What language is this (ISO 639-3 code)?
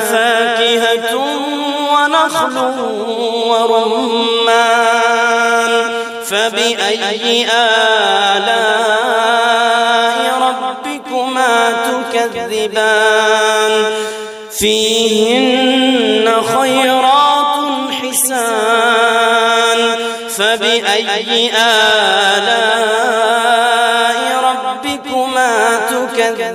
ara